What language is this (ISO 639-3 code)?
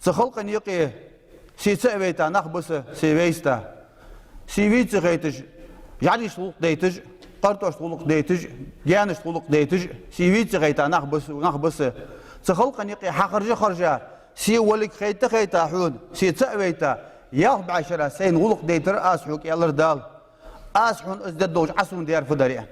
inh